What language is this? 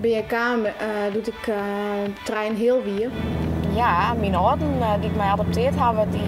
Western Frisian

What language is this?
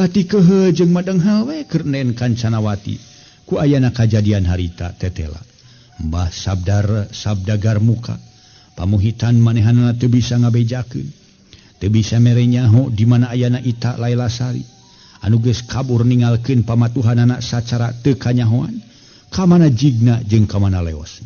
Sundanese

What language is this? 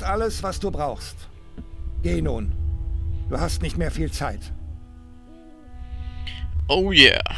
German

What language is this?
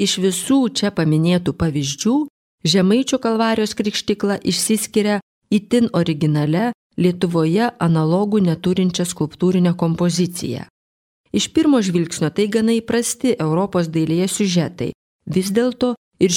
Lithuanian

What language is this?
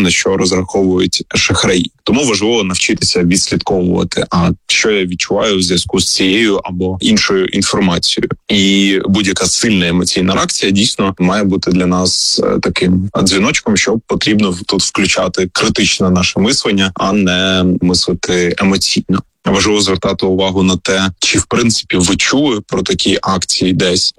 Ukrainian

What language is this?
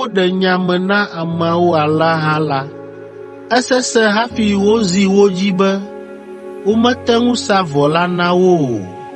Ewe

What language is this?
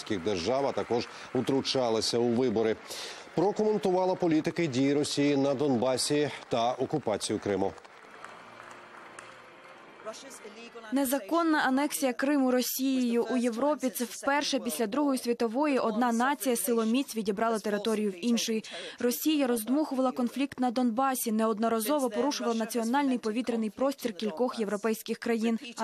Ukrainian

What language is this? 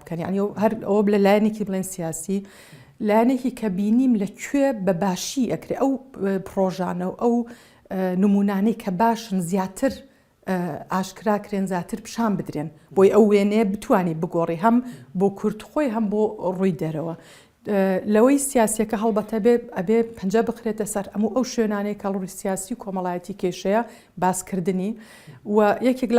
Central Kurdish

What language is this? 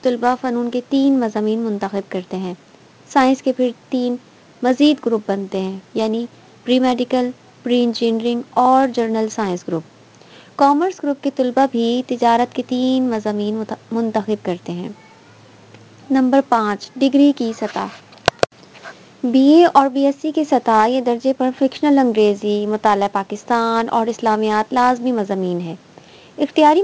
Urdu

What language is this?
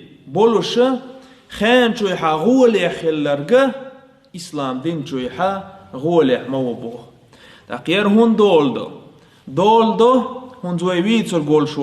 Chechen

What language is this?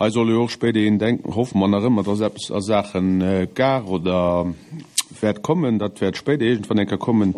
Luxembourgish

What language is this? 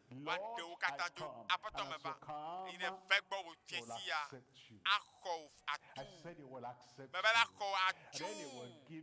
Ewe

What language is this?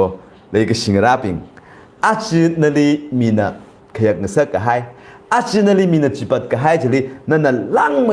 Tangkhul Naga (India)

